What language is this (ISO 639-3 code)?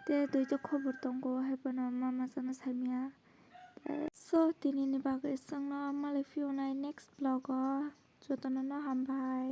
trp